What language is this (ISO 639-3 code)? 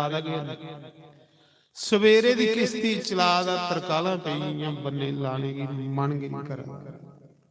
doi